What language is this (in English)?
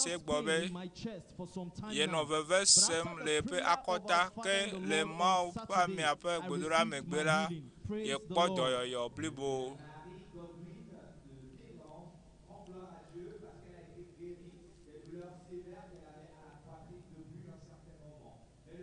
Ewe